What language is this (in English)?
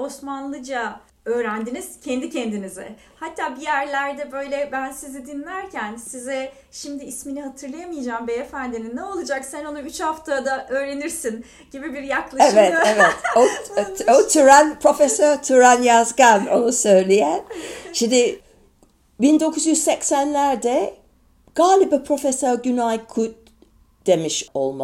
Turkish